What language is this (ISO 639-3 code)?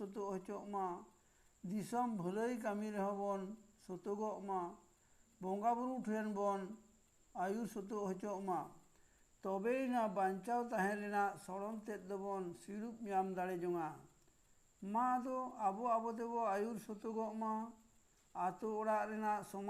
sat